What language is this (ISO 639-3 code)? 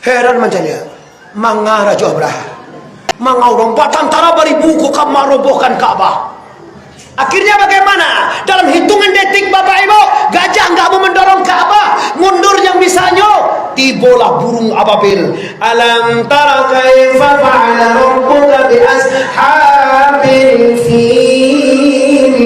min